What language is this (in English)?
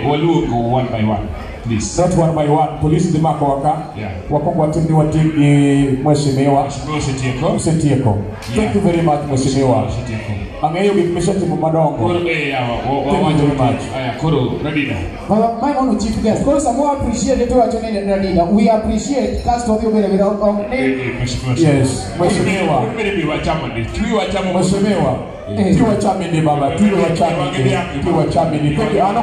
Luo (Kenya and Tanzania)